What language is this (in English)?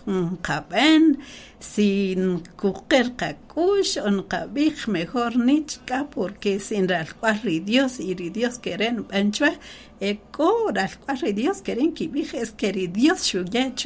Kaqchikel